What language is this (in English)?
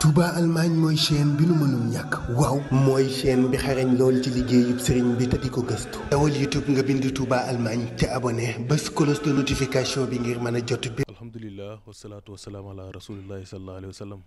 Wolof